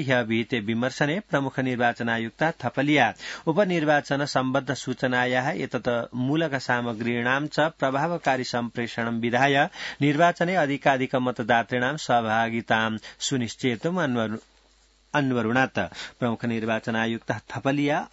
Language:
Sanskrit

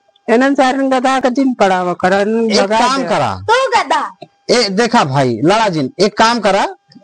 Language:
Awadhi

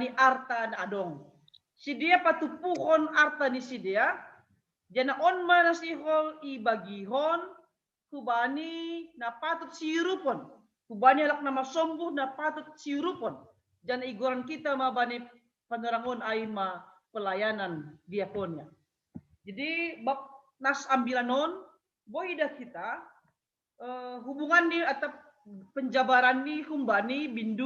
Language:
Batak Simalungun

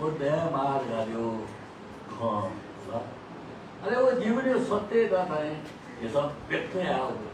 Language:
Newari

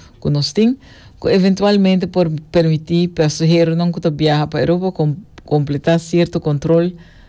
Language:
Papiamento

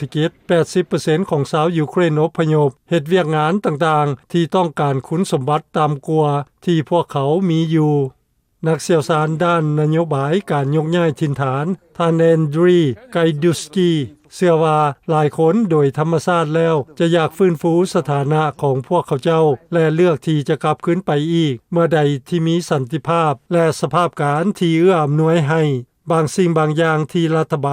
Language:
Lao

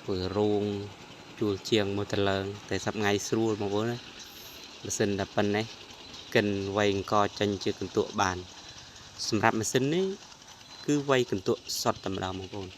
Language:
Khmer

